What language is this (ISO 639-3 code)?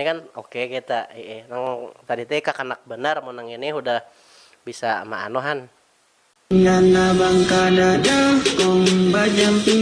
bjn